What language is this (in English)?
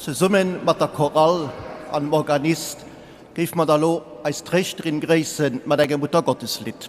Luxembourgish